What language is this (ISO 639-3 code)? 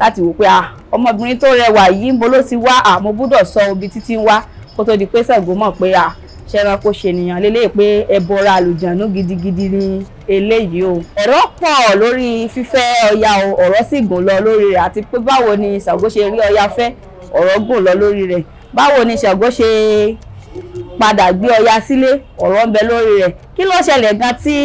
yor